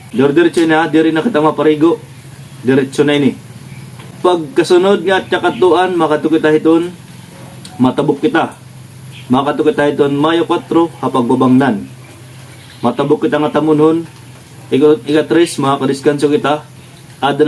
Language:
Waray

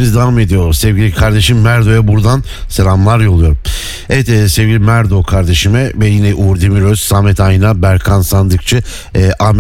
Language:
Turkish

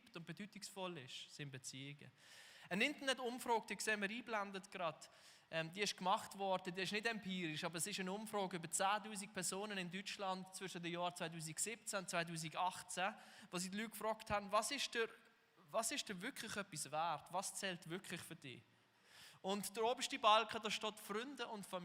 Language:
Swiss German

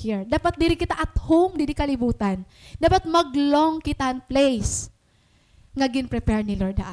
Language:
Waray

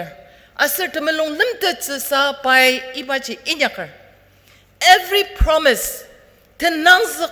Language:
Ao Naga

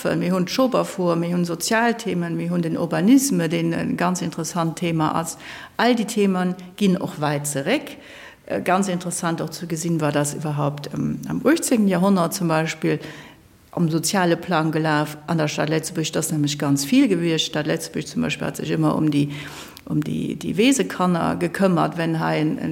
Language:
Luxembourgish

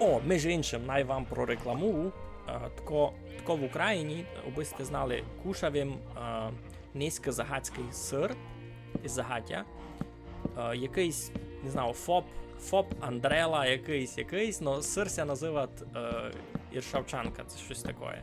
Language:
Rusyn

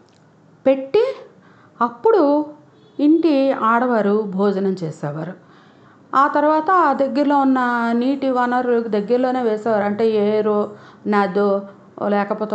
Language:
Telugu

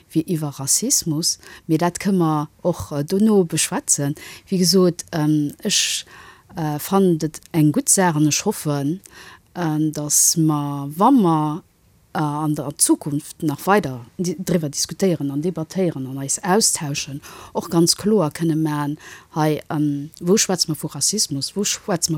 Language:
Luxembourgish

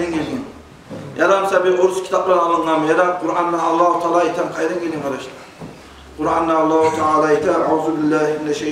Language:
Kumyk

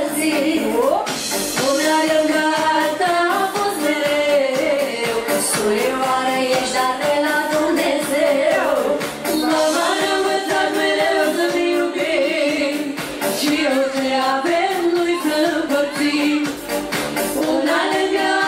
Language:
Romanian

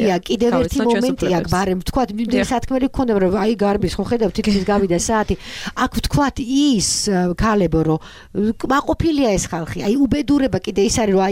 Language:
Georgian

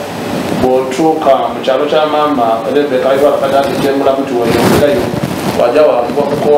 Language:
Soga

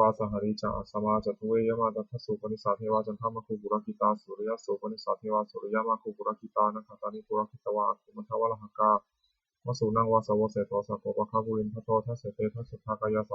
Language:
Pali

